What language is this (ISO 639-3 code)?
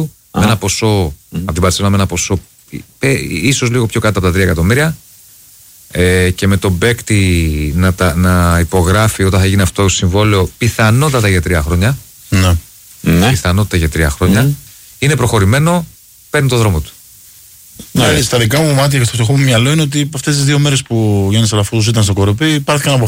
ell